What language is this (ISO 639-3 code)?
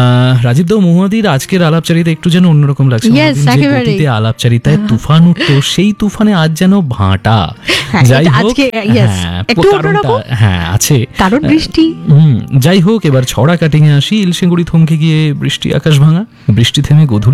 ben